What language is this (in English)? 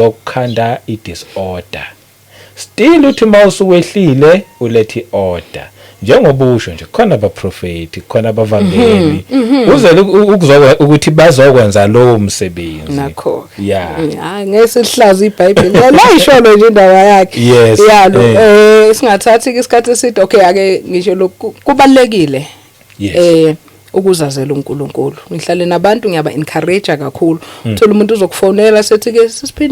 Zulu